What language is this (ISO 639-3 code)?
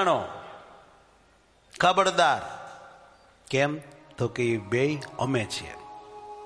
guj